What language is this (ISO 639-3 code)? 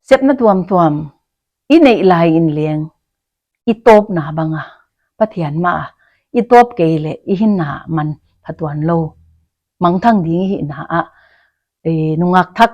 pck